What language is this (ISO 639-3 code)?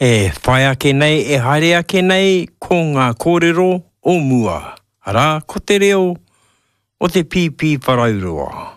mri